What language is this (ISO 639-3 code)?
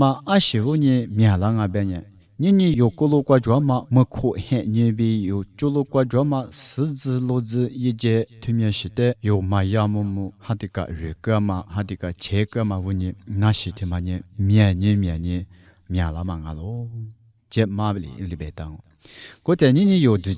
lis